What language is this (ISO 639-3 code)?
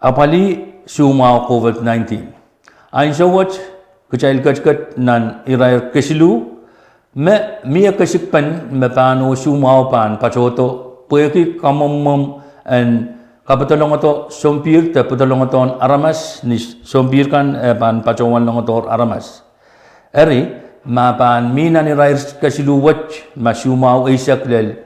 pon